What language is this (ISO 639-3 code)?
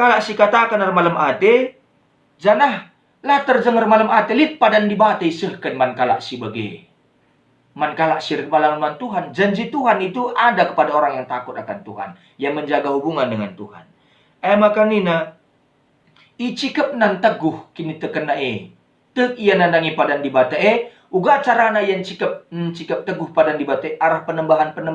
btx